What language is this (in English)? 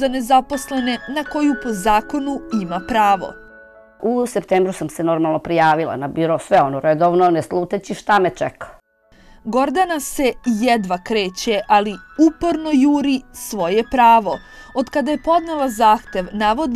Serbian